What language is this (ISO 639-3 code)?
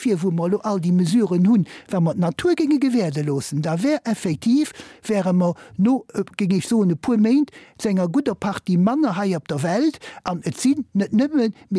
ltz